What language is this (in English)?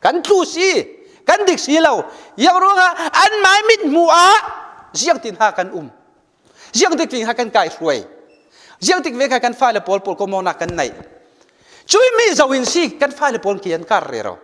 Falam Chin